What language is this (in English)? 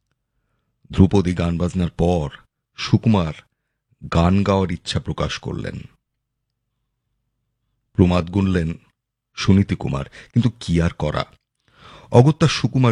Bangla